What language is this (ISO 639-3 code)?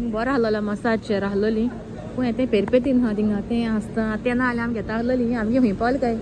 kok